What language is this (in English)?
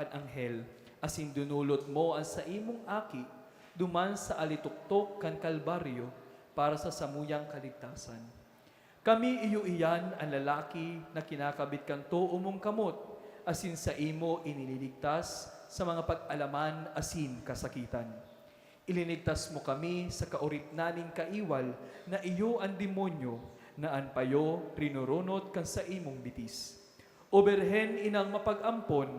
Bikol